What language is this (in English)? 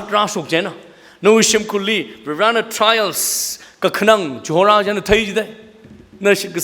Tangkhul Naga (India)